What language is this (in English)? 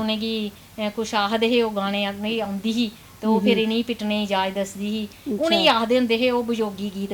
Dogri